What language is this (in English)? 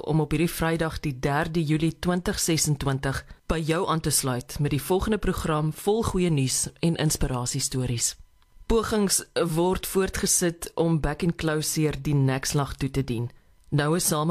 Afrikaans